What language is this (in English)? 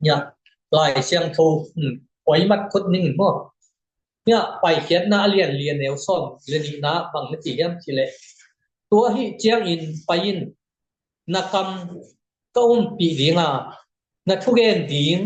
Tedim Chin